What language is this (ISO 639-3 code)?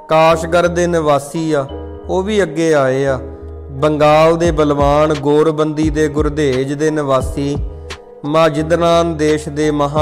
pan